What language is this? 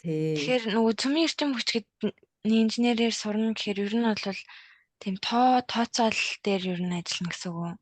Mongolian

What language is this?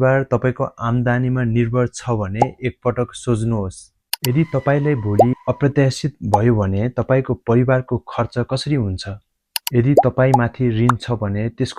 Nepali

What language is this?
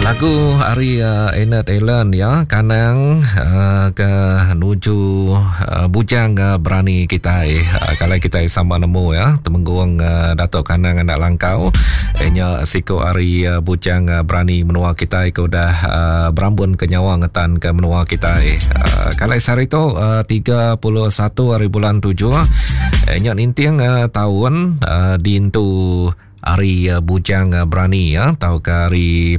Iban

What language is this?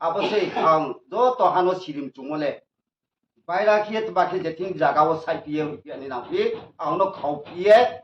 Riang (India)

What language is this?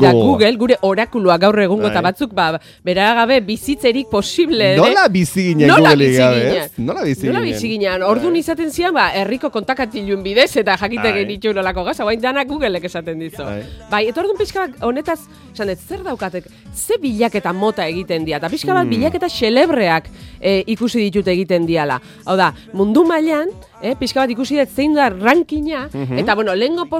Basque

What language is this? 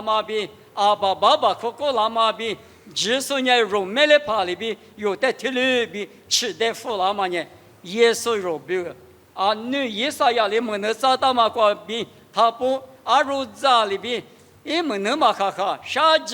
Lisu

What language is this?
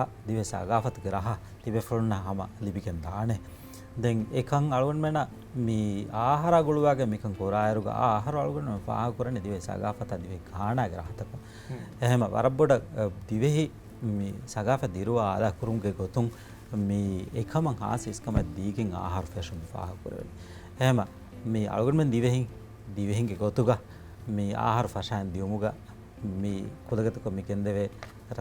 Divehi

